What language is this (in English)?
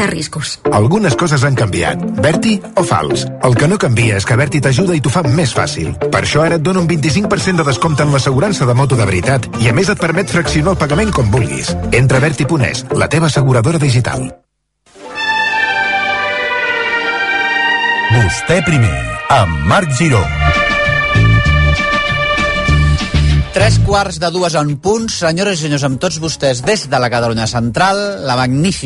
Catalan